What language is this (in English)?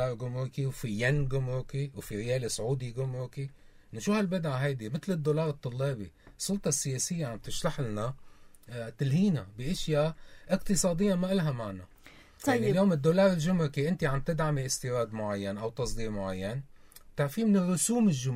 North Levantine Arabic